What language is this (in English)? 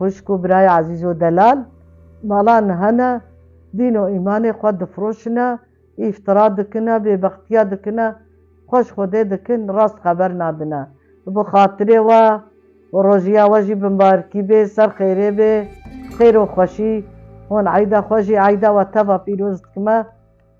Kurdish